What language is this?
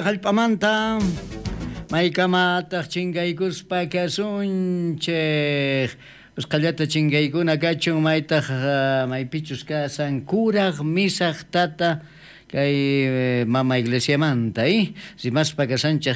South Bolivian Quechua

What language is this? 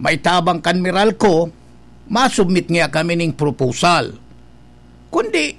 Bikol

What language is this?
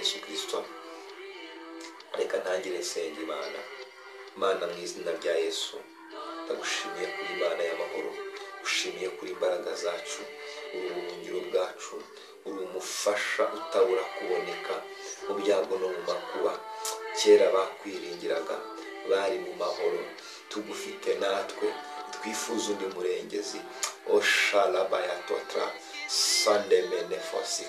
Kinyarwanda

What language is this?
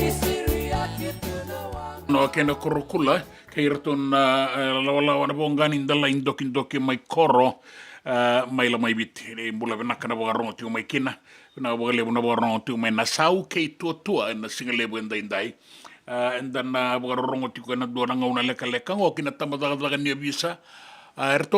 Fijian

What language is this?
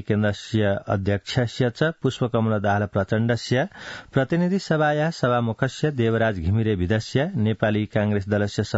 Sanskrit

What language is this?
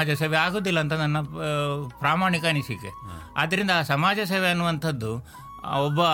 Kannada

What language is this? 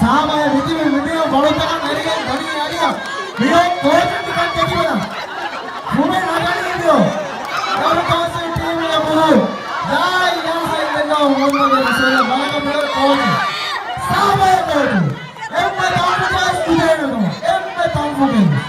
Divehi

